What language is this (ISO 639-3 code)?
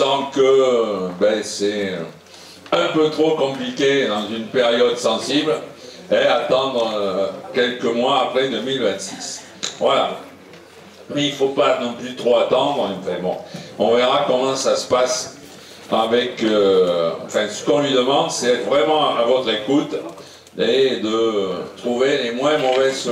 fra